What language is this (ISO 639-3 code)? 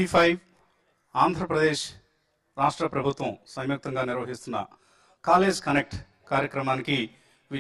tel